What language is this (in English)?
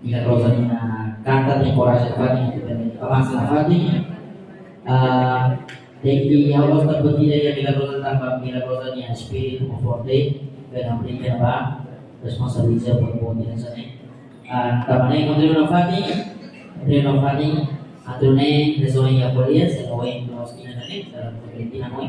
Tetum